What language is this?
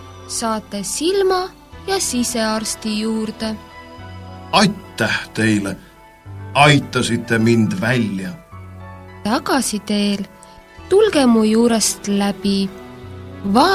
Estonian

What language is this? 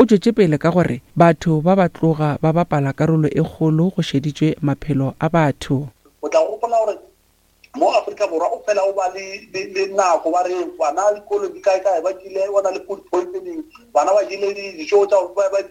Northern Sotho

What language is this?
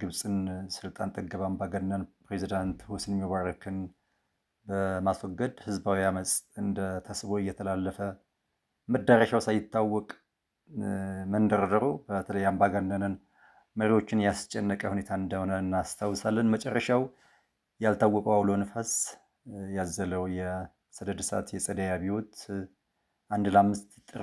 Amharic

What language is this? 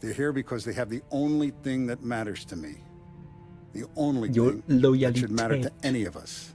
Swiss German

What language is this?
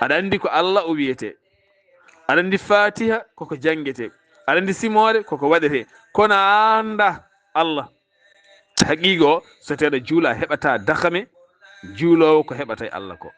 Fula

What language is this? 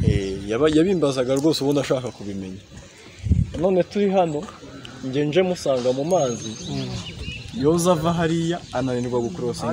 Kinyarwanda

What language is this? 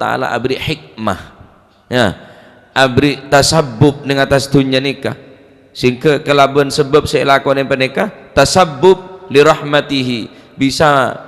Madurese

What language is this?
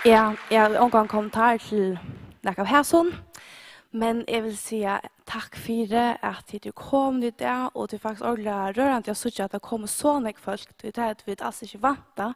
Faroese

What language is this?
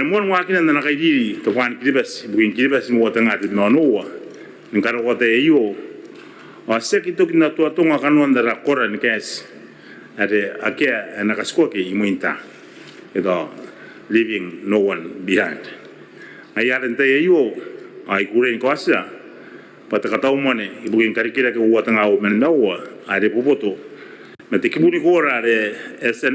Gilbertese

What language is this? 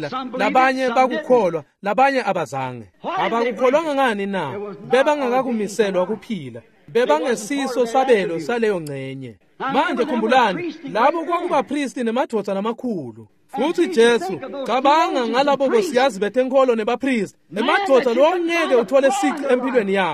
Swati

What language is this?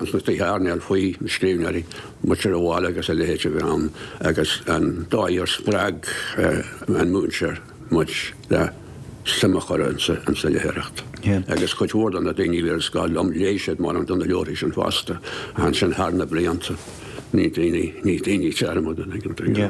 Irish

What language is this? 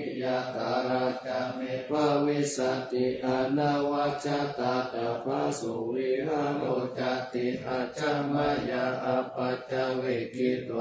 Pali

